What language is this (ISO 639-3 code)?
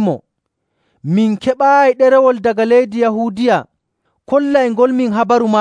fuv